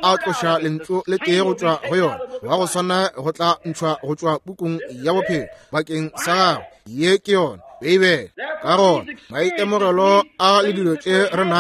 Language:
Northern Sotho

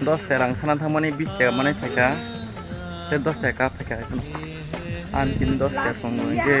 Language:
Kok Borok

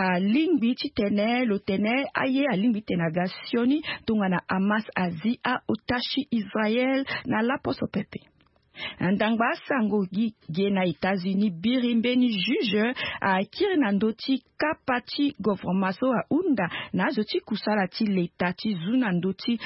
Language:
Sango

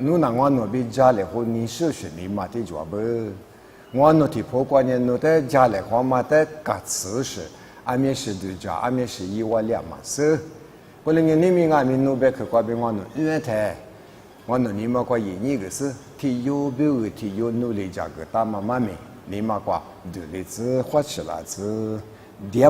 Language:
Lisu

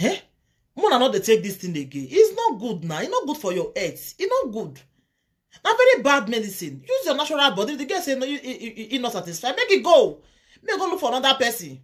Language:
Nigerian Pidgin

